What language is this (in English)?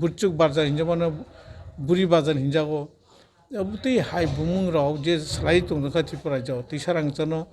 Kok Borok